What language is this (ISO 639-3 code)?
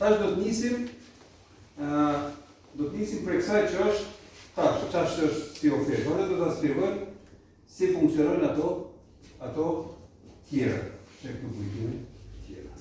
sqi